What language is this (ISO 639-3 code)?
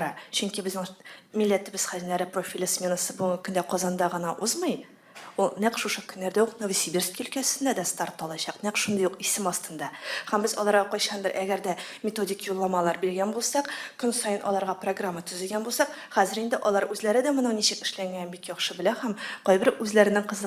tat